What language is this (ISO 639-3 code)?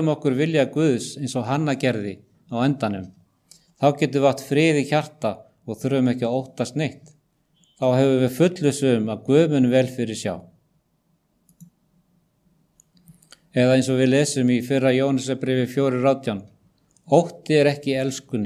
isl